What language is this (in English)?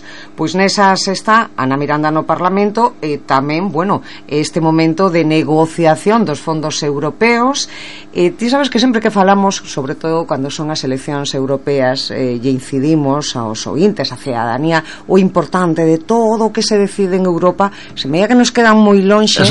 Galician